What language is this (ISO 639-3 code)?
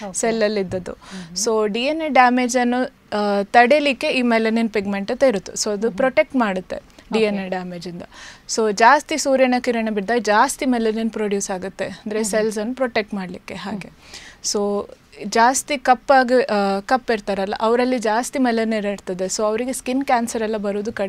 kan